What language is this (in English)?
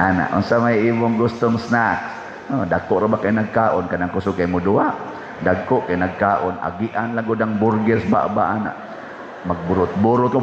Cebuano